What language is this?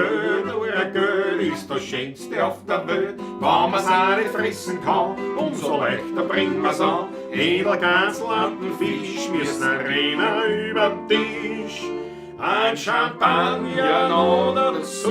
Bavarian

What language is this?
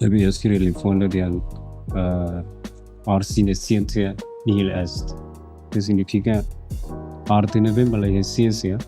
Tetum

